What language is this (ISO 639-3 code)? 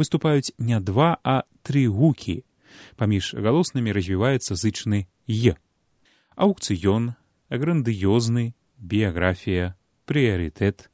bel